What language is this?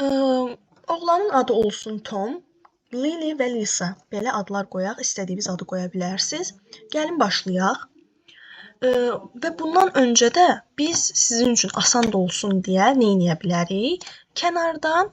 Azerbaijani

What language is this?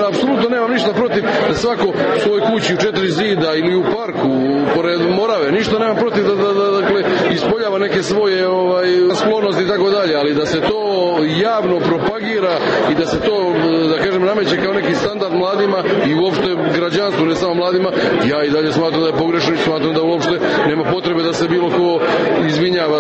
Serbian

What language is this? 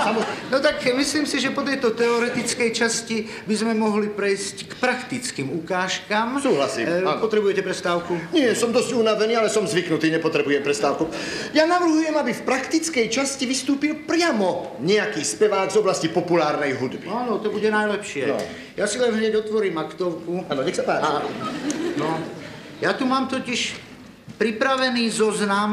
Slovak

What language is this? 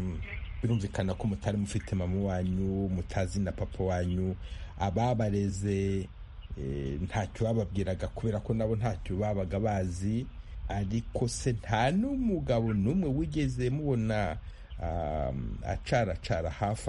Kinyarwanda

